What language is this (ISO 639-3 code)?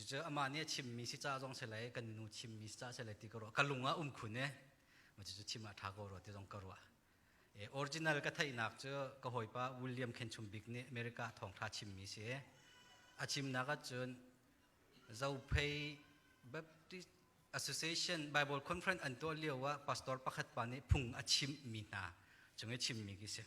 cnh